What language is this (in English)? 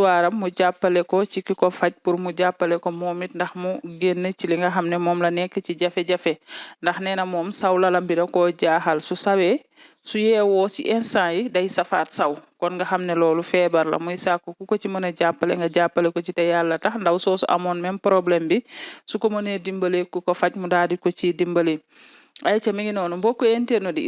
Wolof